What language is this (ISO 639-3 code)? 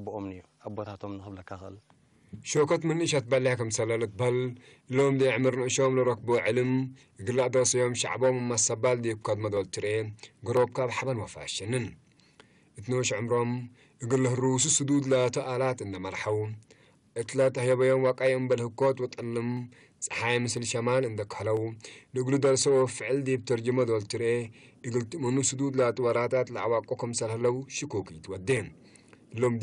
tig